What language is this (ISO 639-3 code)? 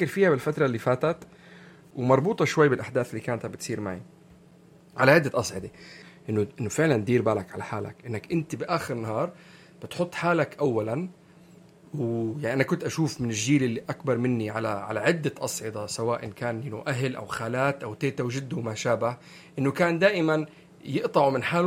apc